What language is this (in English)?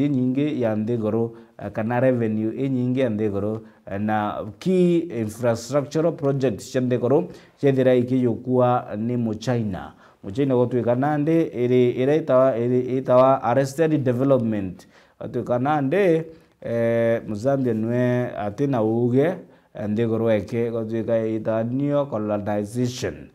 Meru